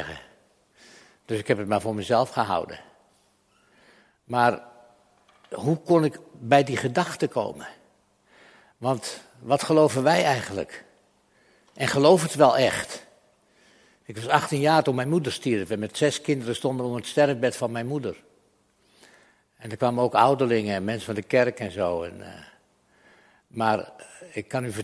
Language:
Dutch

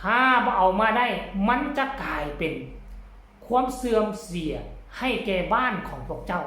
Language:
Northeastern Thai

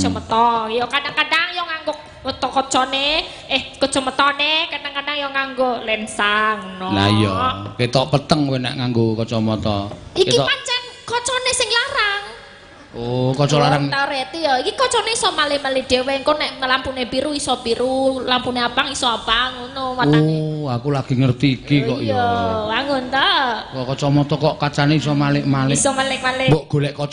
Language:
Javanese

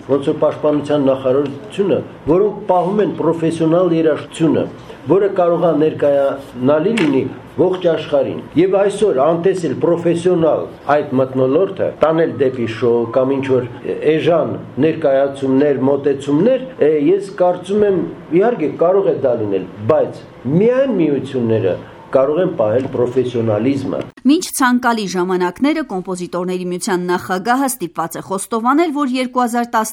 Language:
Armenian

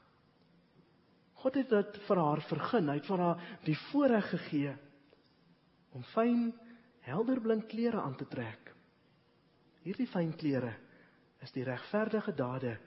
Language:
Afrikaans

